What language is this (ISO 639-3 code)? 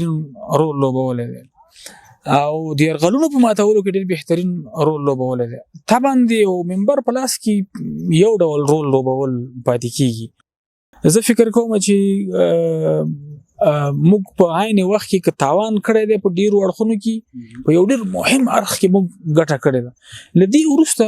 pus